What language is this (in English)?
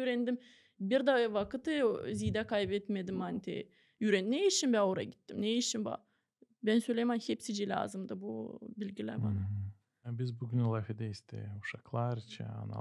Gagauz